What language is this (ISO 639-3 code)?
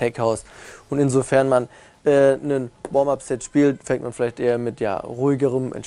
deu